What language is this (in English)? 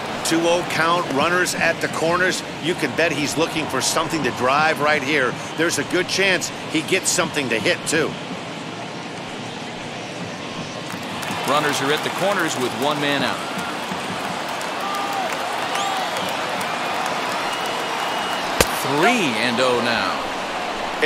English